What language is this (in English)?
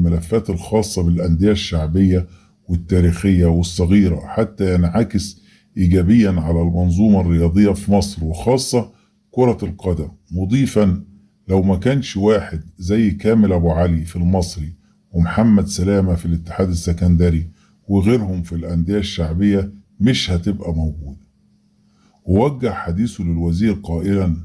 Egyptian Arabic